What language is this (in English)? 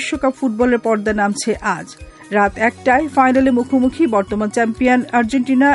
Bangla